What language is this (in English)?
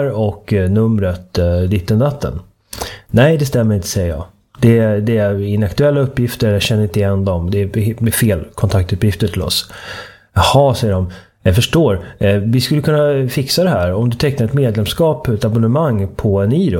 Swedish